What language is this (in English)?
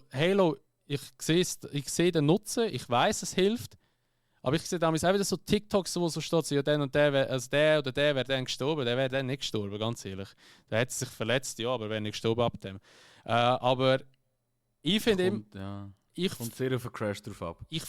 Swiss German